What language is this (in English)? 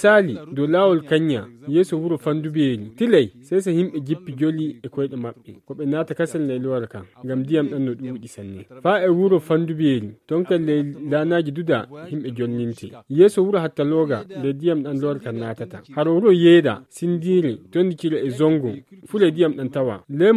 Nigerian Fulfulde